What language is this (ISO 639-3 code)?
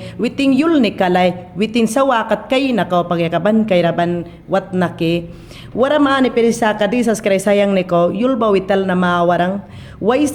yan